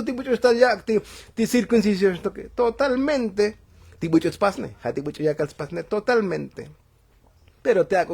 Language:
Tzotzil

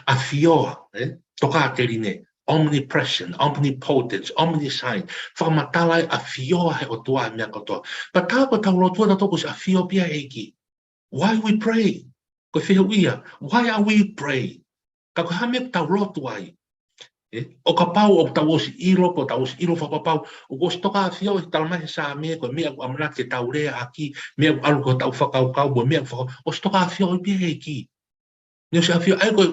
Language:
Tongan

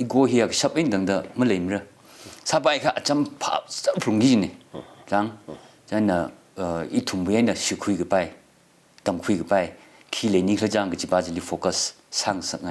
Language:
Tangkhul Naga (India)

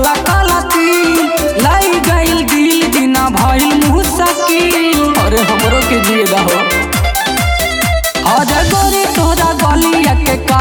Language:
Bhojpuri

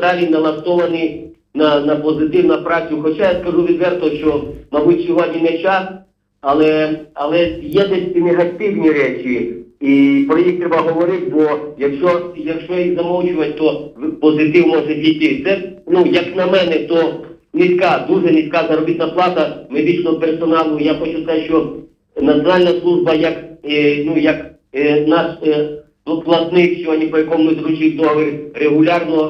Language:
Ukrainian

